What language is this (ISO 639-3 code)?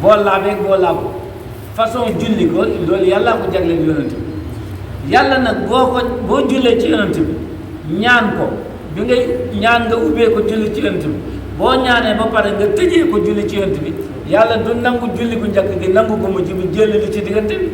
wol